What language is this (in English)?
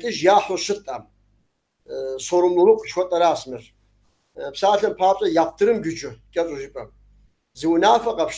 Kabardian